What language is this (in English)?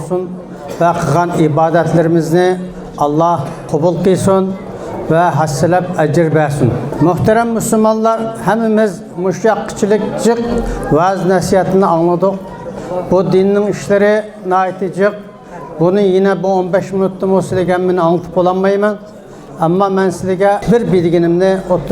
Uyghur